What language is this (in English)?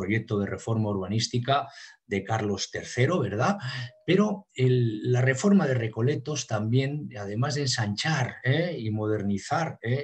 Spanish